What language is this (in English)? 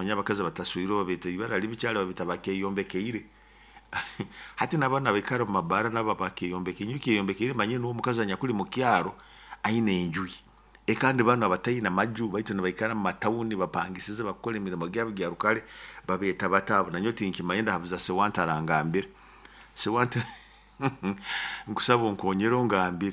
Nyoro